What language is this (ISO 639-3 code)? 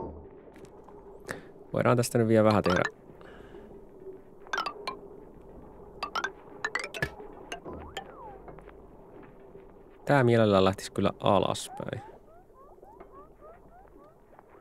fin